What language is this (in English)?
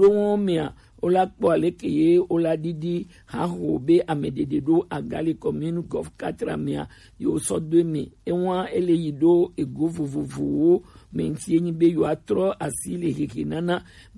Gen